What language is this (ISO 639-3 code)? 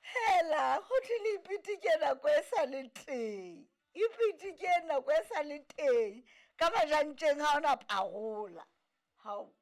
sot